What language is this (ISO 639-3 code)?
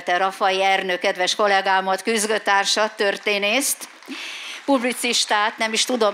hun